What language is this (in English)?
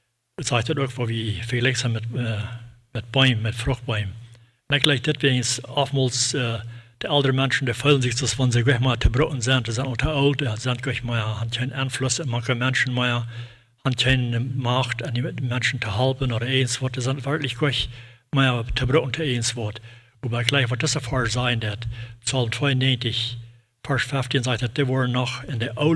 Plautdietsch